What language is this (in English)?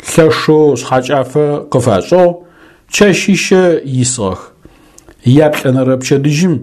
Adyghe